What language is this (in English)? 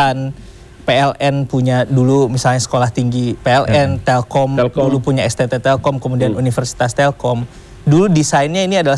Indonesian